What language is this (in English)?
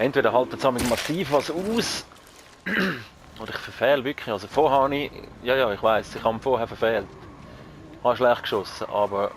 Swiss German